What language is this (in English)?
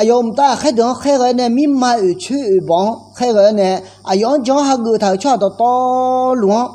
Akha